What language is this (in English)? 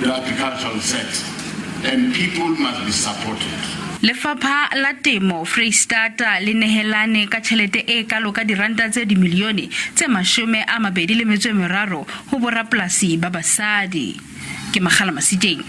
Southern Sotho